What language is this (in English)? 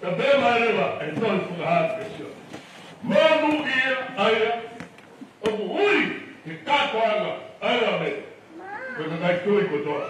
Tongan